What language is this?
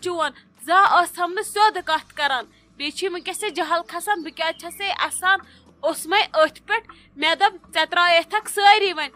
Kashmiri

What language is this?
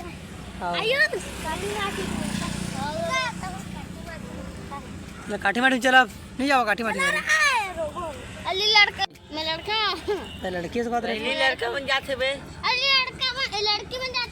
Chhattisgarhi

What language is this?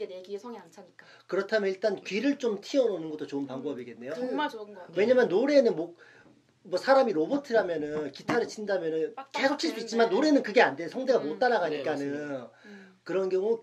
Korean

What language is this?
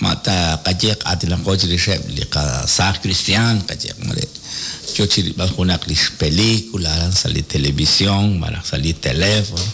Kekchí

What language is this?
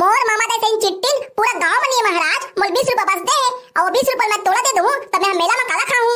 Chhattisgarhi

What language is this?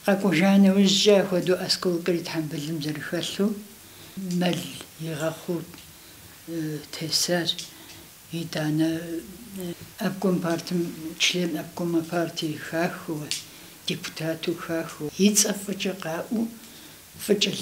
Kabardian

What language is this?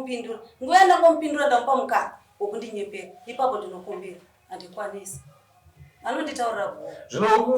Shona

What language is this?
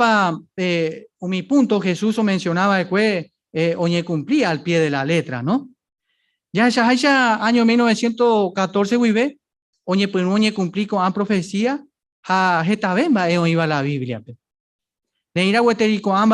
Guarani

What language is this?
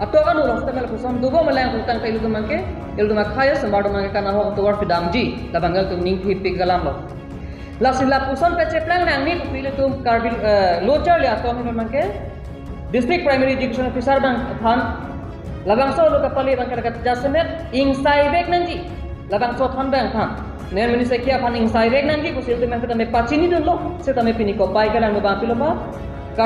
Karbi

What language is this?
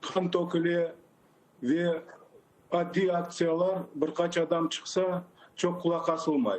Crimean Tatar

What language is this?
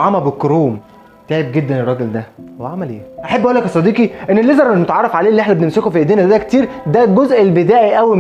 Egyptian Arabic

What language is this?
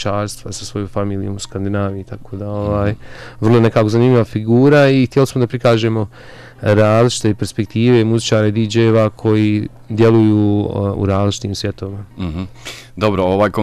Bosnian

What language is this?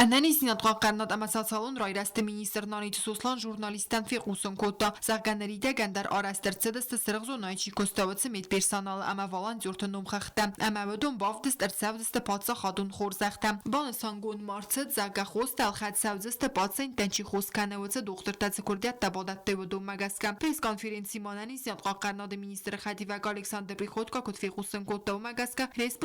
Ossetic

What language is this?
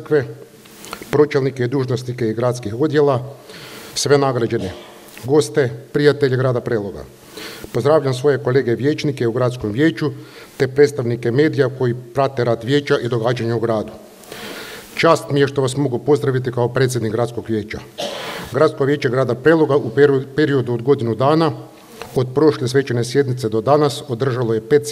Croatian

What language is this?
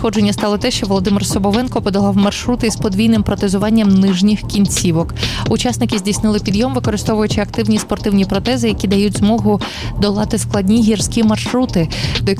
Ukrainian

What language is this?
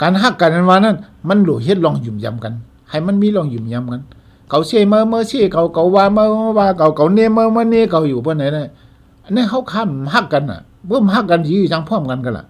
Shan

